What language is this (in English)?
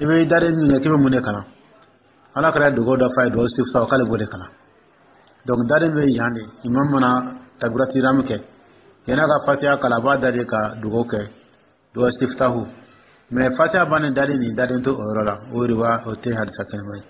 Dyula